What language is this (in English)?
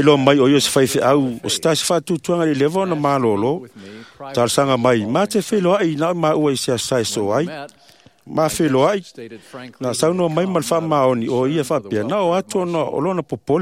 Samoan